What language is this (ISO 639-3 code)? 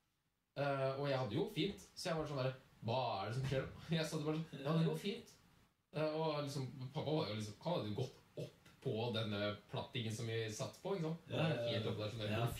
nor